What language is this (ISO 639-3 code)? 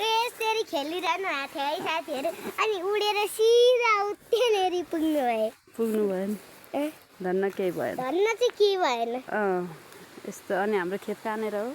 nep